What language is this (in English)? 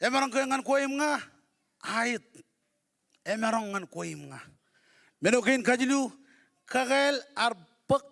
Marshallese